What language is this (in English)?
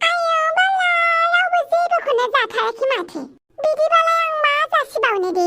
Bodo